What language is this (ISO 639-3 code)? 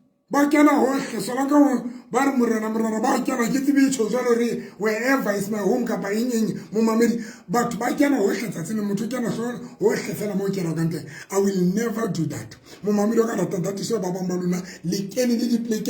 sot